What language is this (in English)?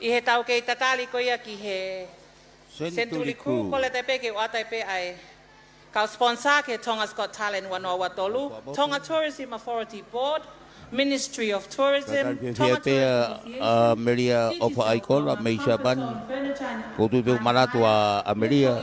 Tongan